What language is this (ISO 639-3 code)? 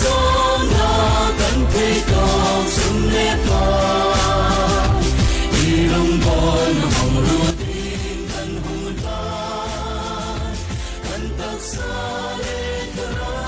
hmr